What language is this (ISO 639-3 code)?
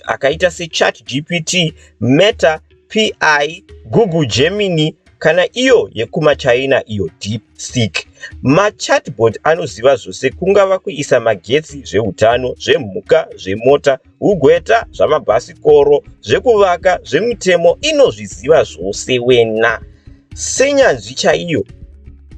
sna